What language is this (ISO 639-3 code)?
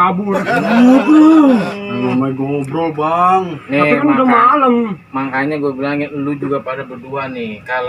bew